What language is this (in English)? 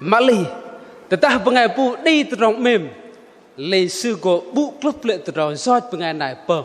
Bahnar